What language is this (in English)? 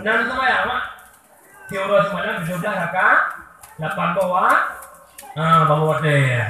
Achinese